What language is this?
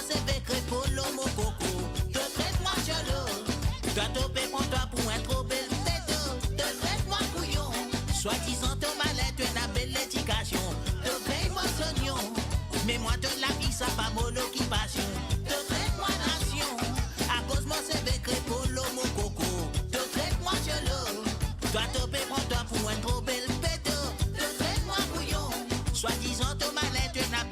Morisyen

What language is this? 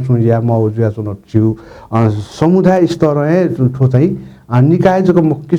Newari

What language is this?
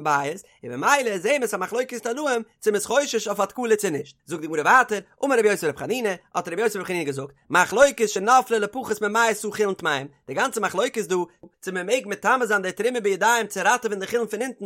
Yiddish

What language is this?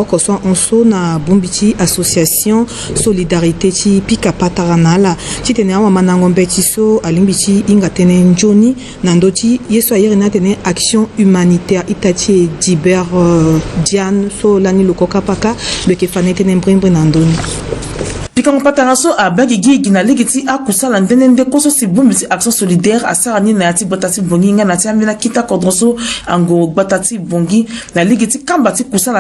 Sango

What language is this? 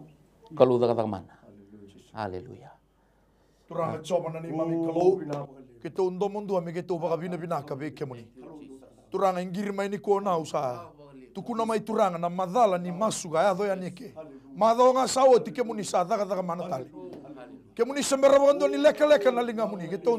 Fijian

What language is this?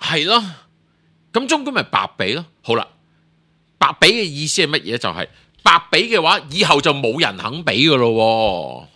Cantonese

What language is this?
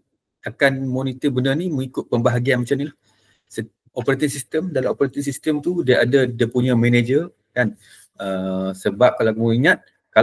Malay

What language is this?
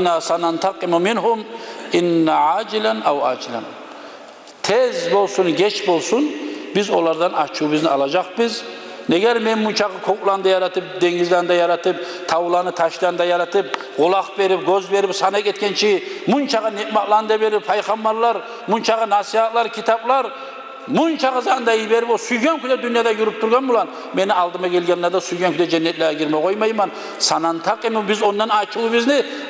Kumyk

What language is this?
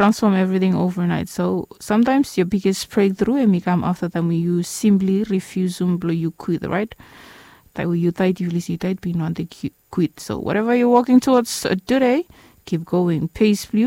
Bislama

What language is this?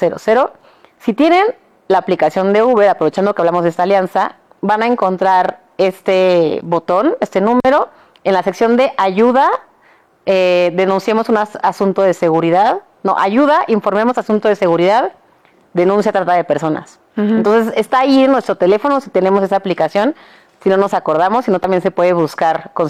Spanish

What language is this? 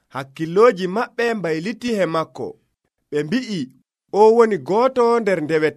Nigerian Fulfulde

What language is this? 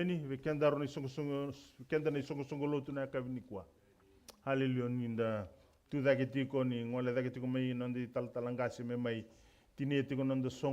Fijian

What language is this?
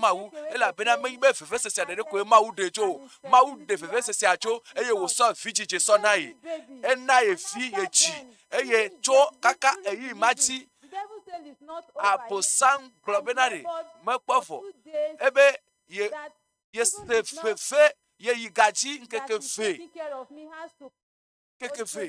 Ewe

